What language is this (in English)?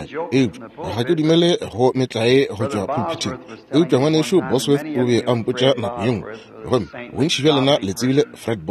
Northern Sotho